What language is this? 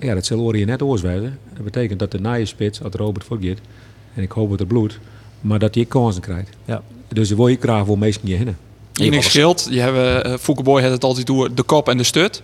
Western Frisian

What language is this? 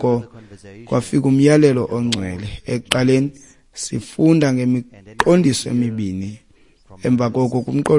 Xhosa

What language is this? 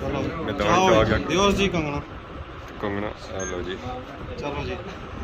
Pahari-Potwari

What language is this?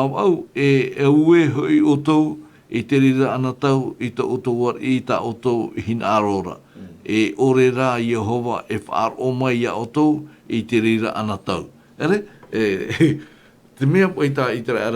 Tahitian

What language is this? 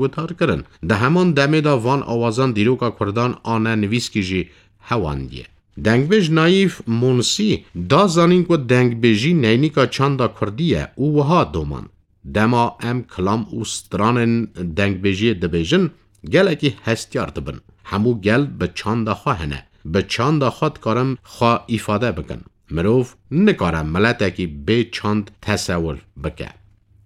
Kurdish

